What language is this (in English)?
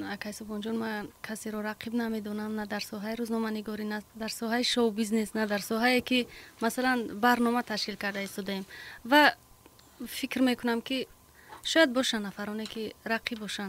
Tajik